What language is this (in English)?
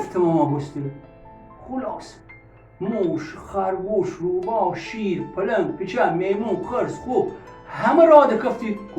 Gilaki